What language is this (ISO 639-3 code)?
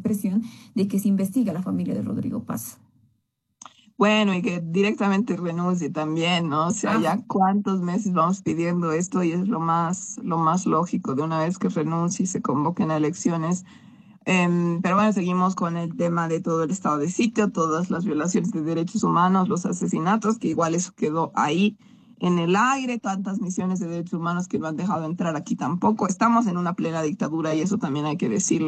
spa